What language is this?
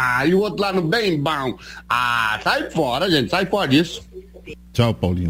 Portuguese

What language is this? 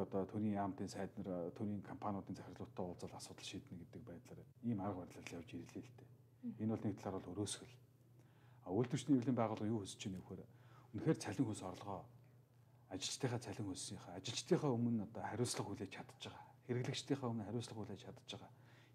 Mongolian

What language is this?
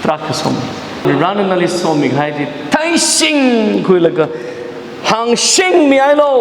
Tangkhul Naga (India)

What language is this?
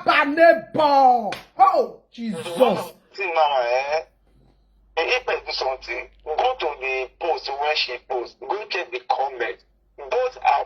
Nigerian Pidgin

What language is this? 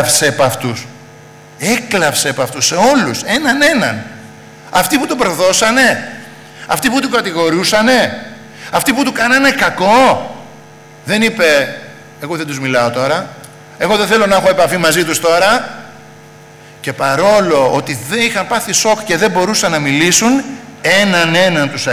Greek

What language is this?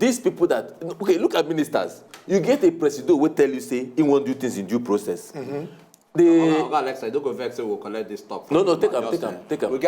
Nigerian Pidgin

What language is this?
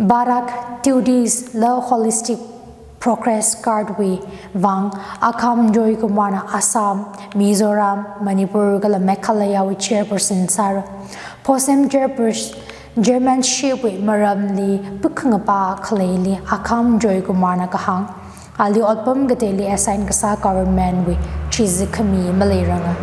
Tangkhul Naga (India)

